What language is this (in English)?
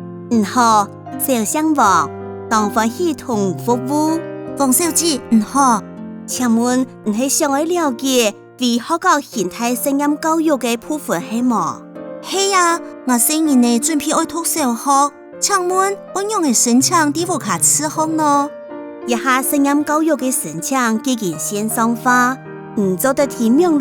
Hakka Chinese